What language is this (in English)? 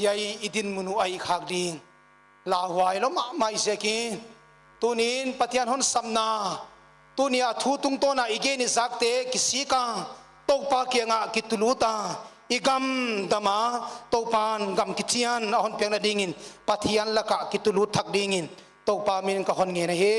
Paite Chin